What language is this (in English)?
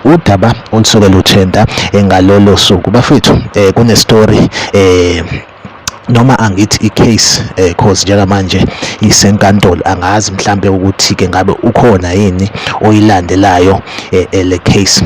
Zulu